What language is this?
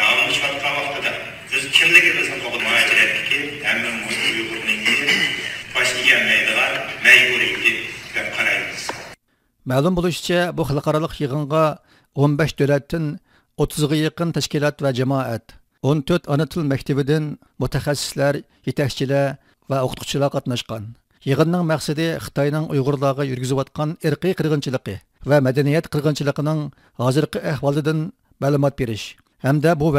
Uyghur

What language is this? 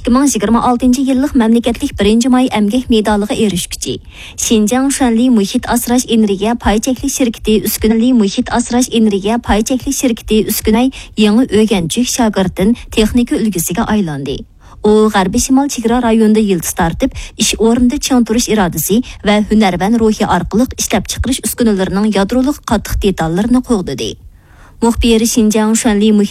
Uyghur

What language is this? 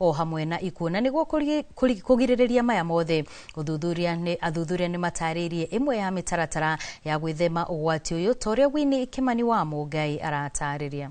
Kikuyu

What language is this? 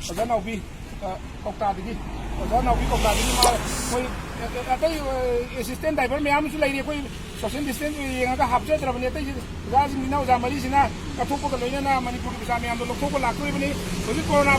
Manipuri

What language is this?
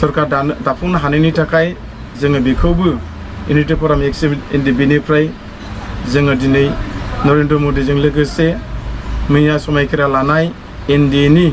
Bodo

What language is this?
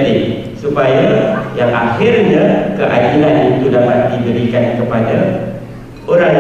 Malay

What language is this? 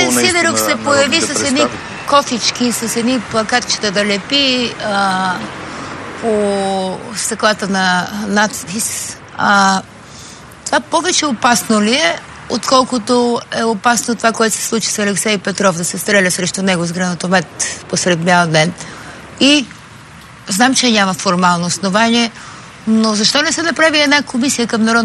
Bulgarian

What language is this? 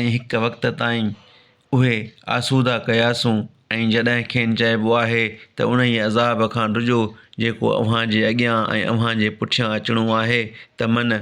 Sindhi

